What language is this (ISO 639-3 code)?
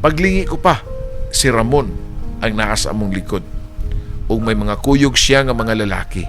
ceb